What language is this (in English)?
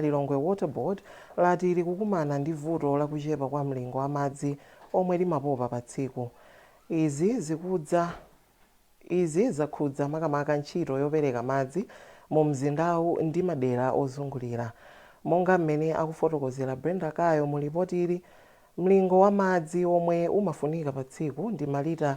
Nyanja